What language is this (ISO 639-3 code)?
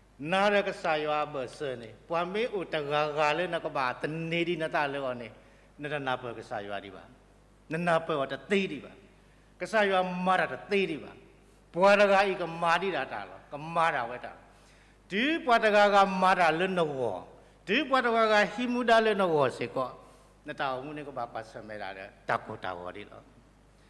ksw